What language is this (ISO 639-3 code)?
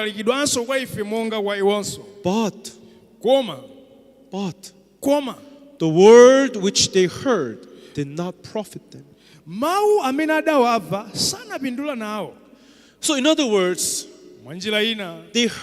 nya